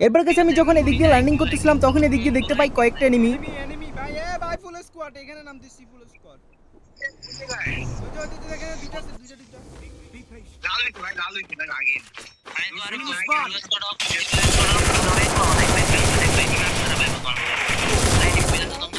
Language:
Bangla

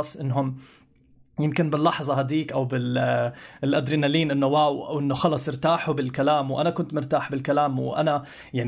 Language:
North Levantine Arabic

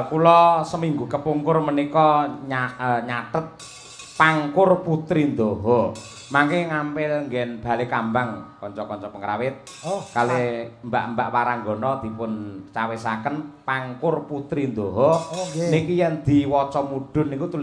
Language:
Javanese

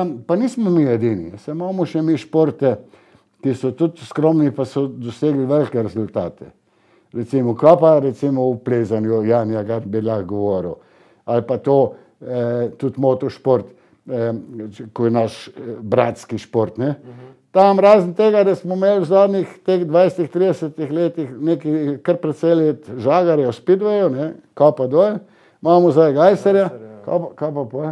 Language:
Slovenian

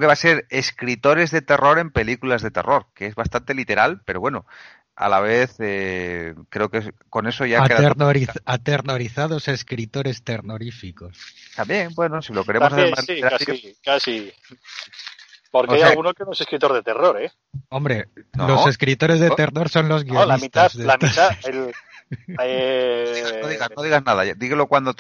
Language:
Spanish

